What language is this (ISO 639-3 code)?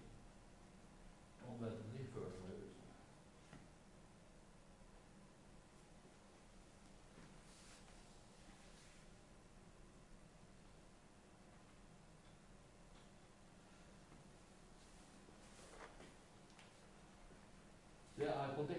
nor